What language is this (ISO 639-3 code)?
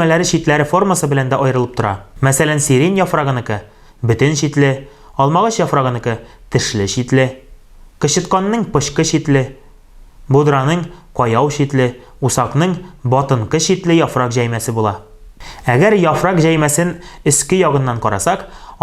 tat